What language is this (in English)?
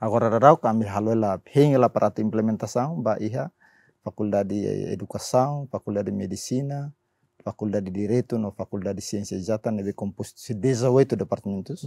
Tetum